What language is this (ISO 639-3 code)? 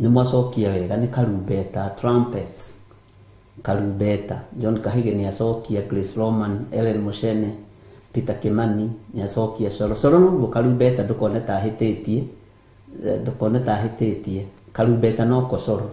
kik